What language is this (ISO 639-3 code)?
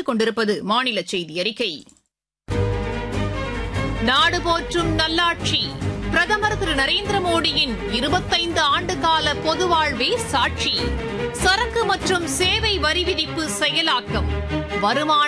tam